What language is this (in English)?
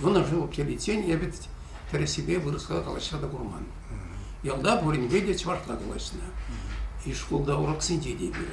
Chuvash